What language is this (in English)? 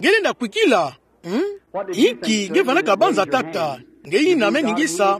Kituba (Democratic Republic of Congo)